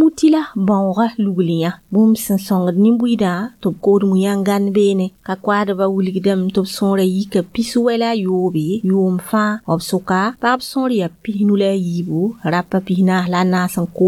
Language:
Mossi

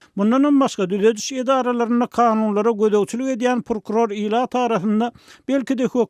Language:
Turkmen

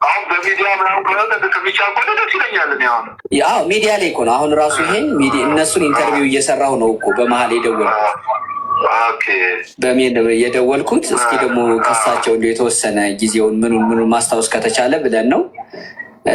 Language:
Amharic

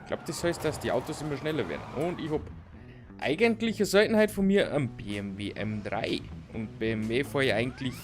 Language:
Bavarian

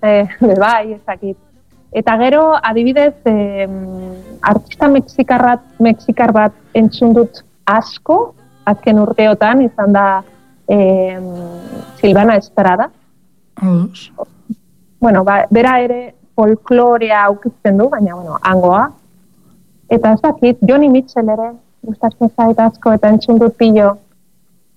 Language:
Basque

